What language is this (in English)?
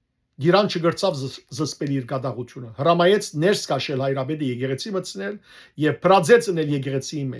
Western Armenian